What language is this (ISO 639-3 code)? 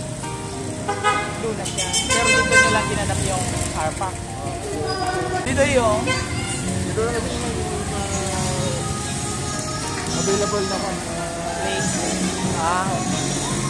fil